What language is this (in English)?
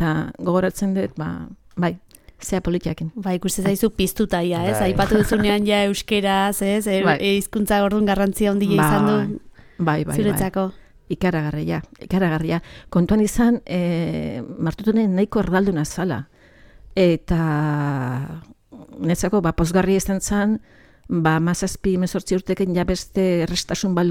Basque